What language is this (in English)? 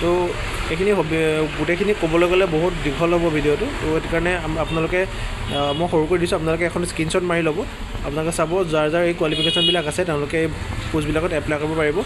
Assamese